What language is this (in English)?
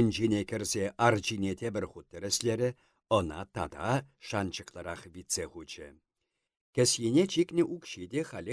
Chuvash